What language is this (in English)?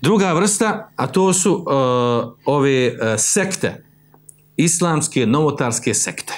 Bosnian